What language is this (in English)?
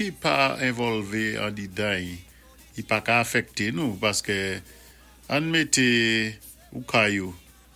Saint Lucian Creole French